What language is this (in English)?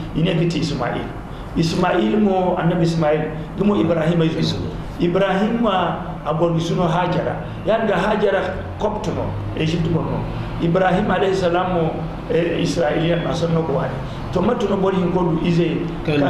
Zarma